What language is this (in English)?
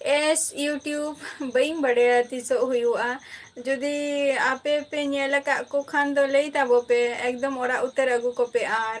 Santali